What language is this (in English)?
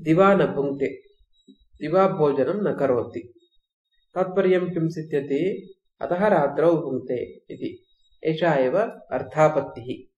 Sanskrit